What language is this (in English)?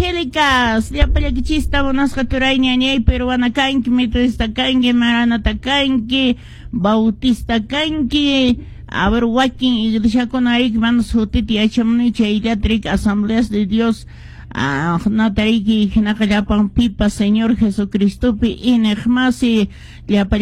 Quechua